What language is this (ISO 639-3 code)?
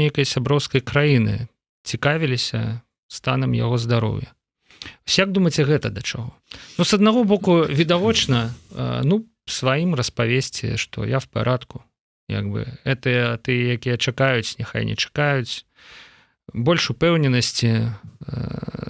bel